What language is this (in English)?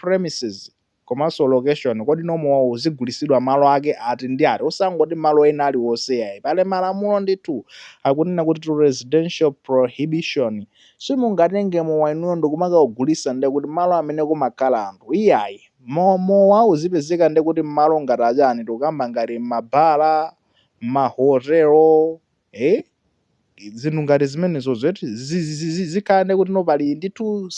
Nyanja